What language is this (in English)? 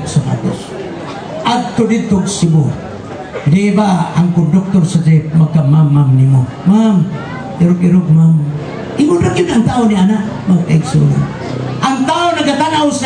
Cebuano